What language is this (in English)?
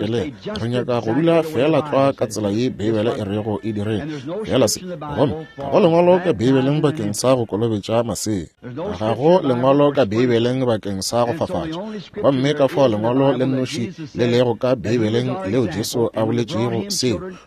Northern Sotho